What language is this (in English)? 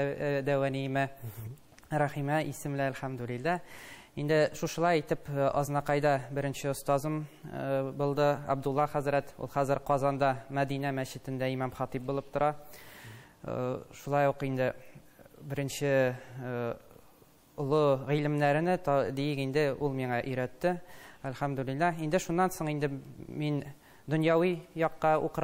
Tatar